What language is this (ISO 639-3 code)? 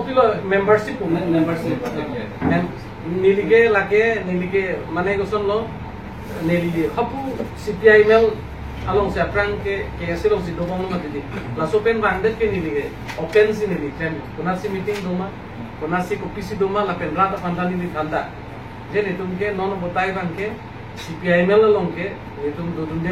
mjw